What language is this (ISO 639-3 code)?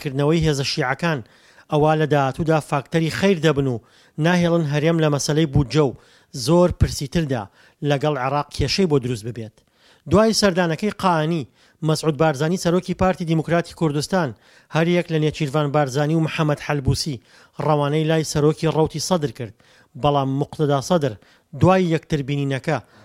ckb